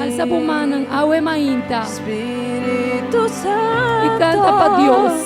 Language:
Papiamento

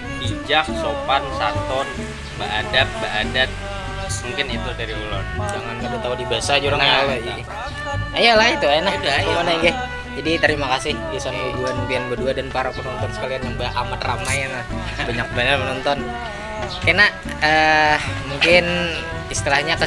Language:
Banjar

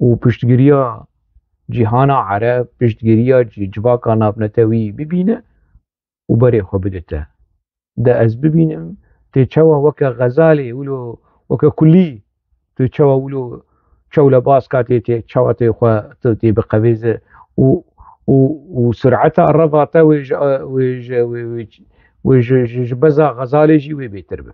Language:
Kurdish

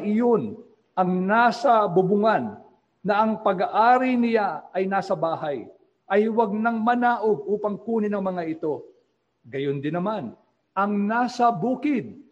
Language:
Filipino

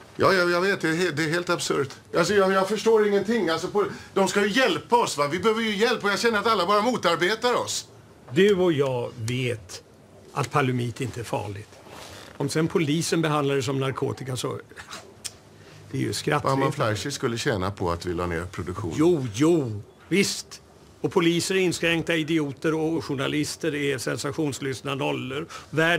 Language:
Swedish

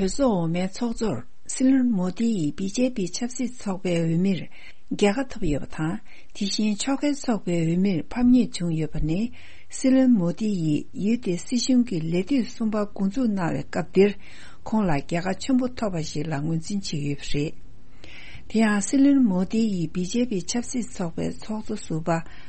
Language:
Tibetan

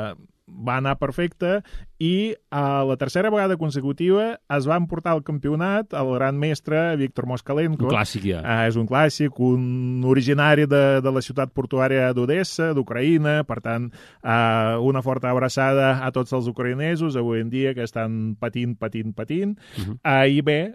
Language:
Catalan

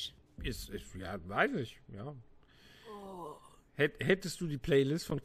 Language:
German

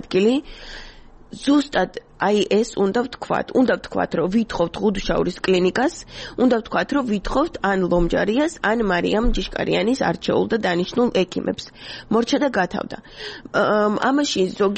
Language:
Georgian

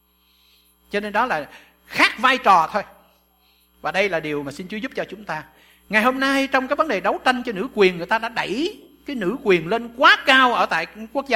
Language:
Vietnamese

